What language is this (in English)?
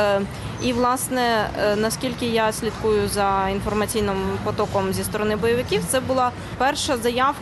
Ukrainian